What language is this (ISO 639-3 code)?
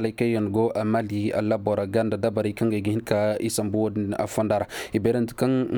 dje